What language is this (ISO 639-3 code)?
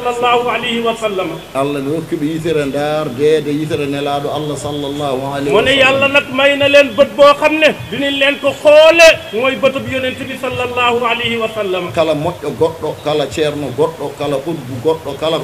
wol